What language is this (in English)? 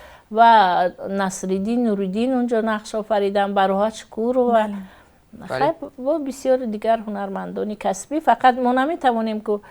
Tajik